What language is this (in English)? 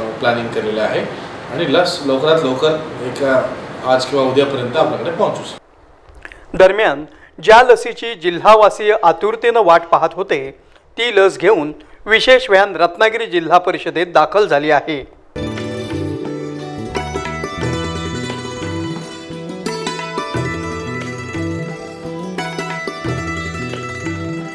Marathi